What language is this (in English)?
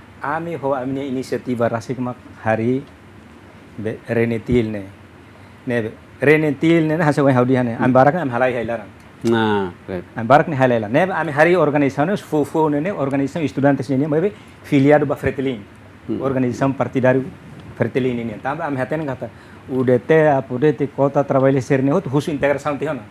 Tetum